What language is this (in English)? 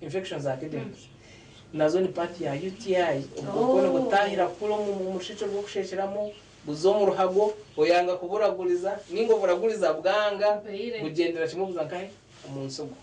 Nyankole